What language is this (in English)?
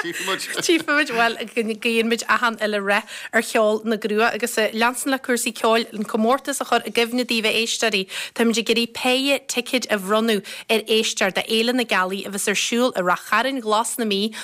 Irish